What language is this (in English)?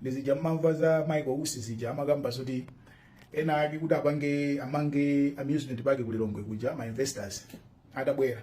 Nyanja